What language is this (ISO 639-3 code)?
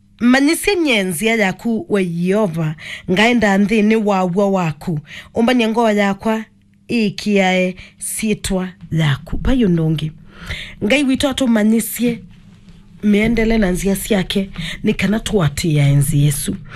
kam